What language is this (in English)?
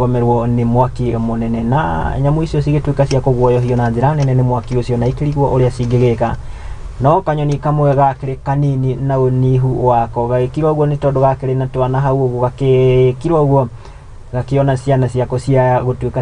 Kikuyu